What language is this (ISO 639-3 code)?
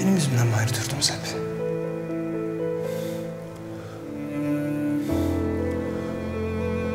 tur